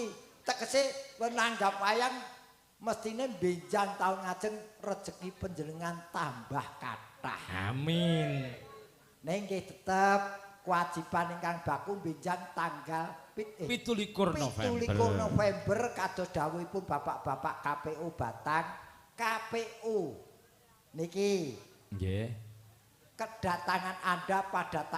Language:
Javanese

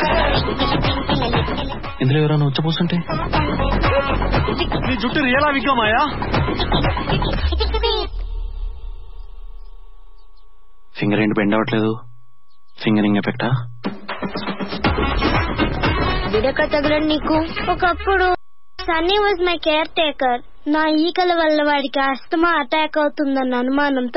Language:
Telugu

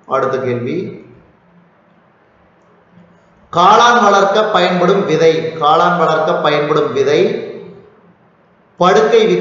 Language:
Tamil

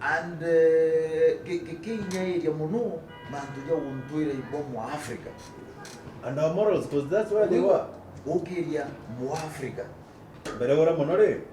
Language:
Meru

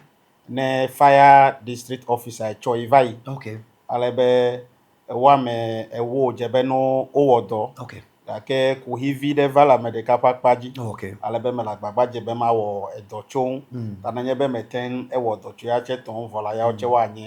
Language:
Ewe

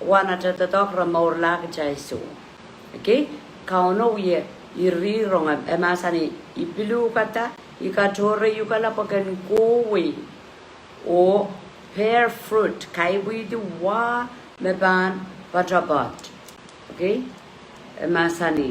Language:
Pohnpeian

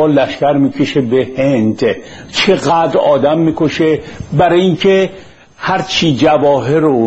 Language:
Persian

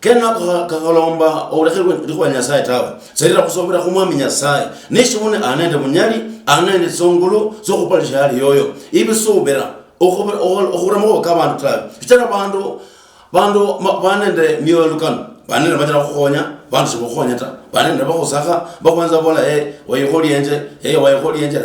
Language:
Luyia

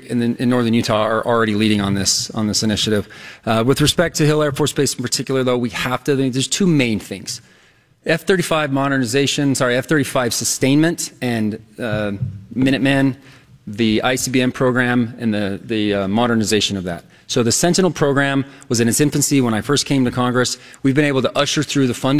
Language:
English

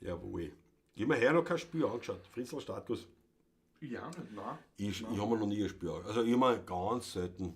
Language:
Bavarian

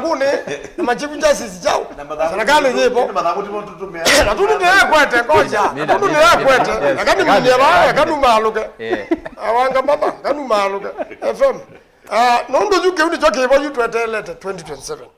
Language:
Kamba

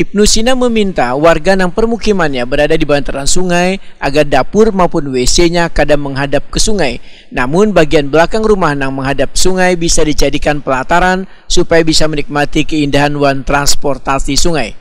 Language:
Banjar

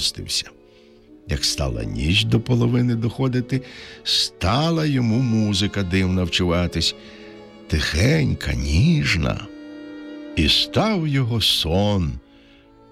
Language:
Ukrainian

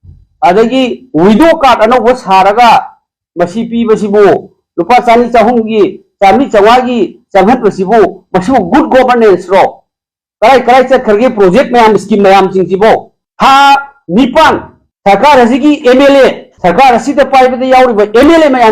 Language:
Manipuri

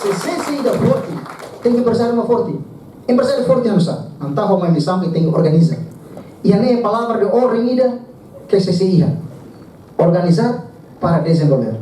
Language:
Tetum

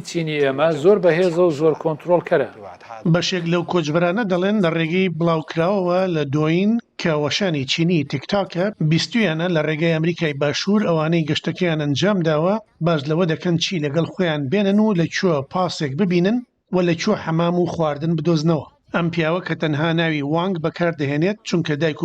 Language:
Central Kurdish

